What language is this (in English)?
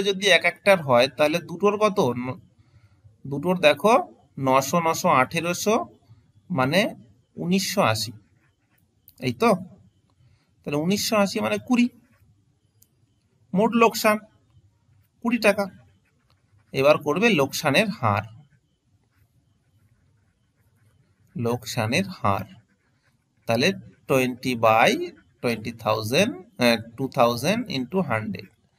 Bangla